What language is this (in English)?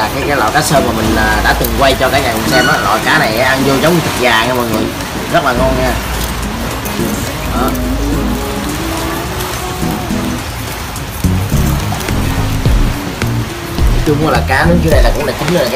Vietnamese